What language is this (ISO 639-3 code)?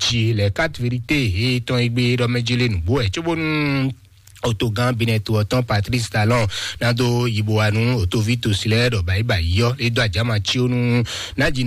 fon